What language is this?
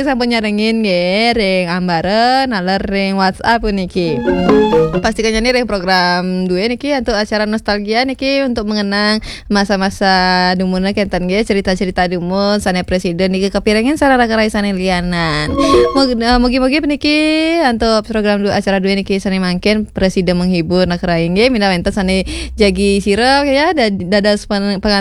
Balinese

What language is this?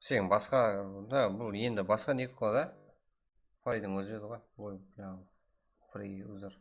Kara-Kalpak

